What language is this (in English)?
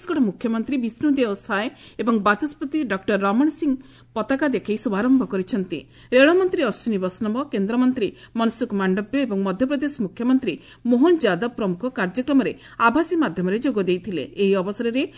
Odia